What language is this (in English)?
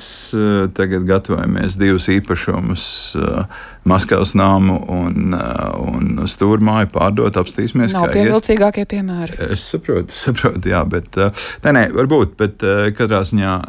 Latvian